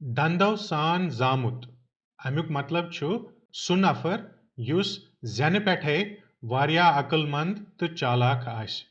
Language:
Kashmiri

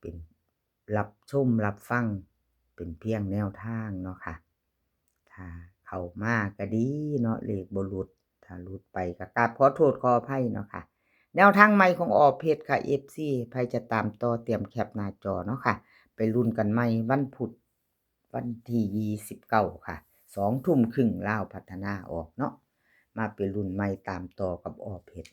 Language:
Northeastern Thai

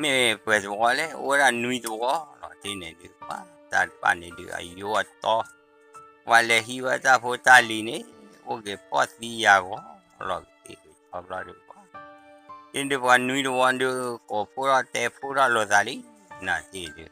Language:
S'gaw Karen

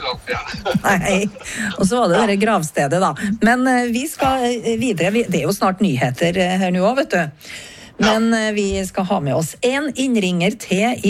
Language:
Norwegian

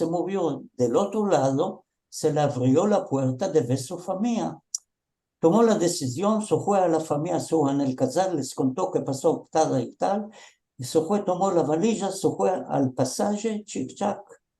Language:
Ladino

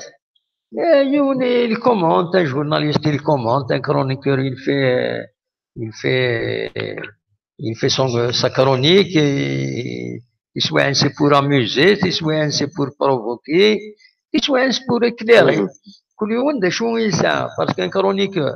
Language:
Kabyle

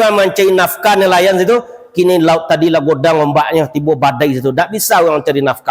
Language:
Minangkabau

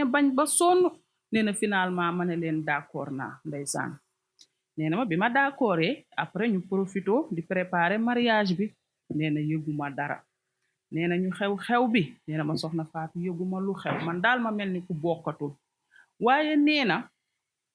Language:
Wolof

